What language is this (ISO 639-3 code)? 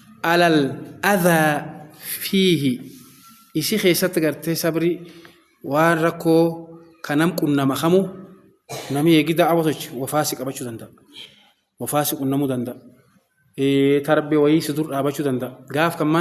orm